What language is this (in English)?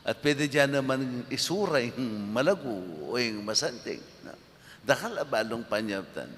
Pampanga